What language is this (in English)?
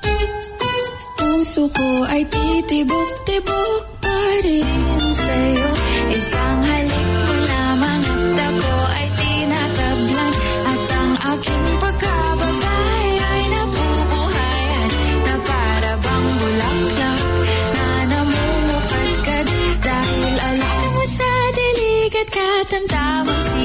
Filipino